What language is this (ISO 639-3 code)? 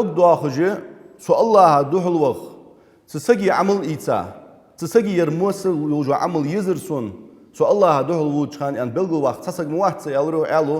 inh